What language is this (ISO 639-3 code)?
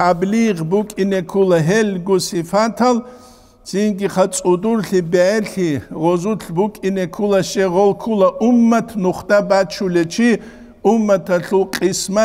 ava